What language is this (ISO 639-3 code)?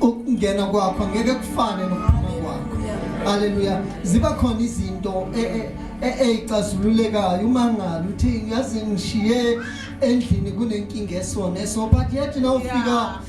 zul